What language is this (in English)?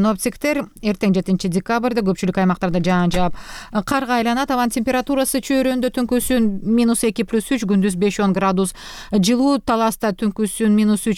Kyrgyz